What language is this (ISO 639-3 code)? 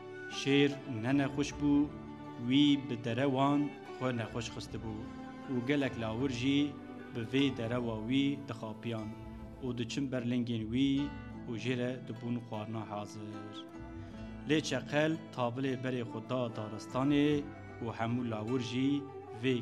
kur